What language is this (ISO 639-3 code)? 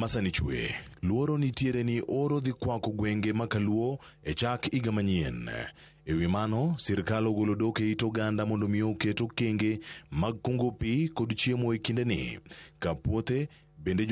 luo